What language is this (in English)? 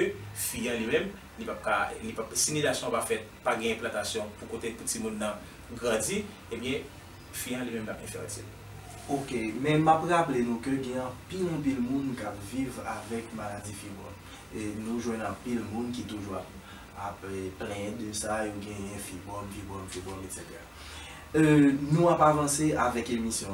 Haitian Creole